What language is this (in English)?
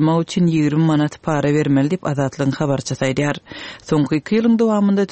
Turkmen